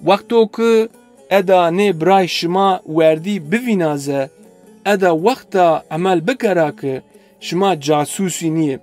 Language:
Zaza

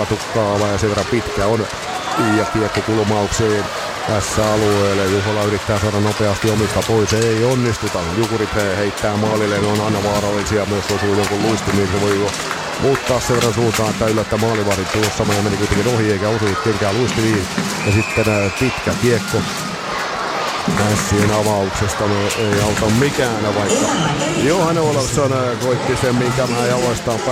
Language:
Finnish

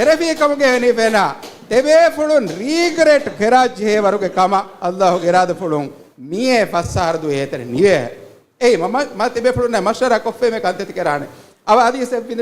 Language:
Divehi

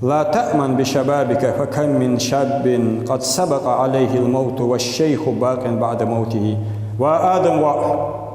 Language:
Ingush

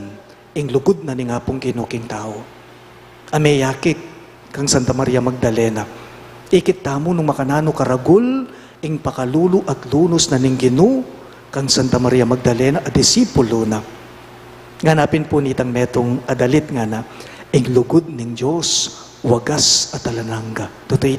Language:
Pampanga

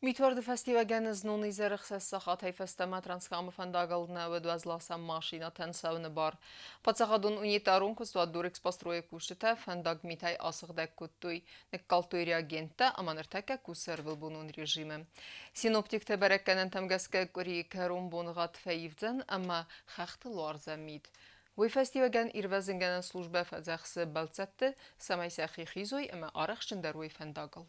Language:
Ossetic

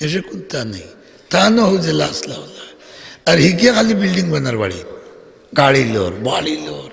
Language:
Sylheti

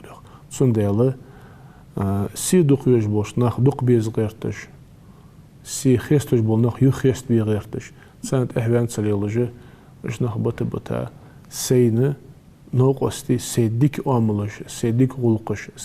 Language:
Ingush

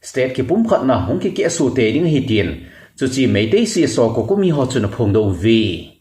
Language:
Thado Chin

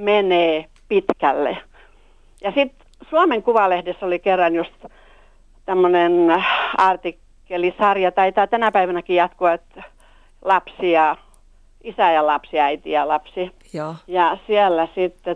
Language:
Finnish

